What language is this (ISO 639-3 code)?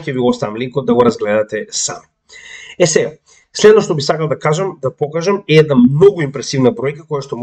mkd